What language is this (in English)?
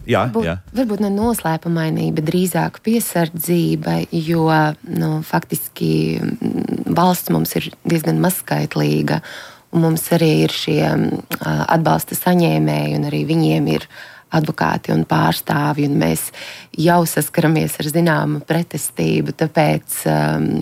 Latvian